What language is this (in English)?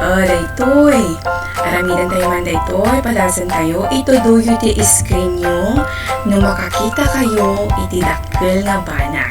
Iloko